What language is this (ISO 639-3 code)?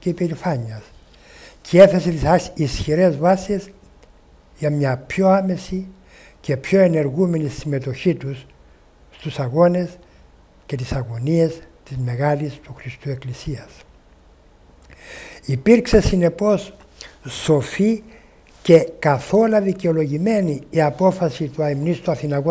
ell